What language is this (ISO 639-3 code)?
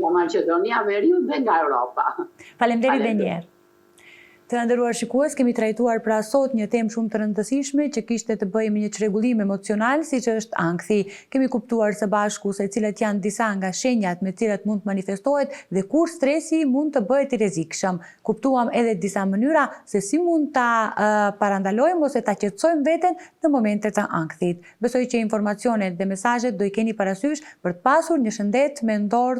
sqi